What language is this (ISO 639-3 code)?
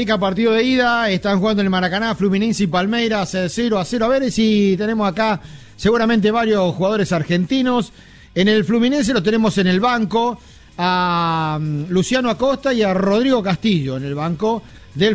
spa